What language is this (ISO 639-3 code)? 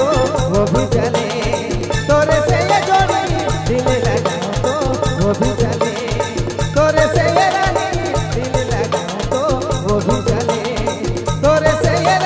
sck